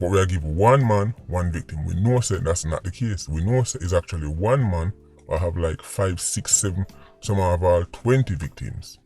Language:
Jamaican Creole English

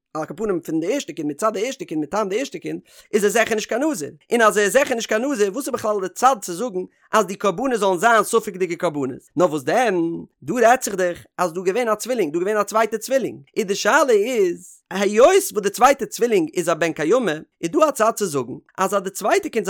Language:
Yiddish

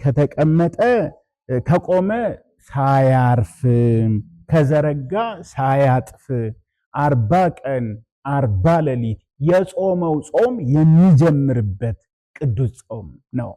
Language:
Amharic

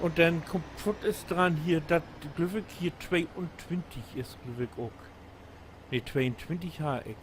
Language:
Low German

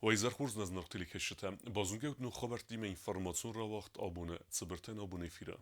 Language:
Ossetic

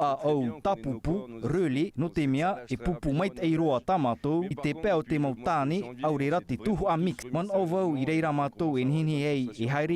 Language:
Tahitian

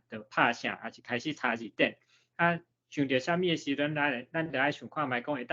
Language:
Min Nan Chinese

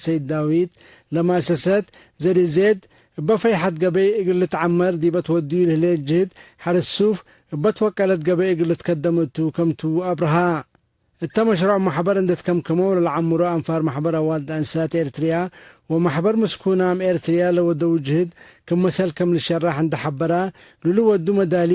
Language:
Tigre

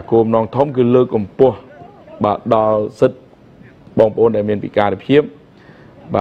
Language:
Khmer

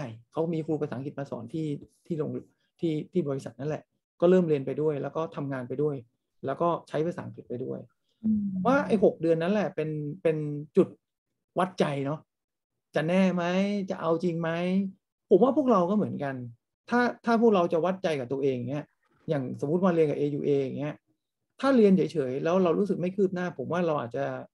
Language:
Thai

